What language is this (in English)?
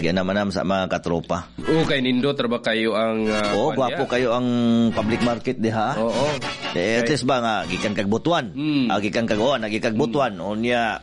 Cebuano